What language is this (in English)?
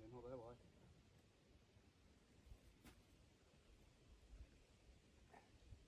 English